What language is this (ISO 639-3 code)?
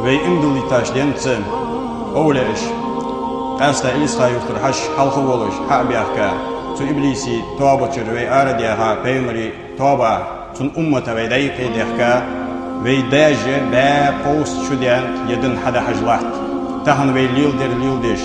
inh